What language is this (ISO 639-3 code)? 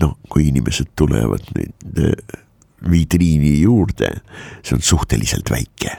est